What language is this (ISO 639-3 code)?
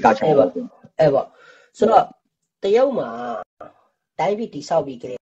mya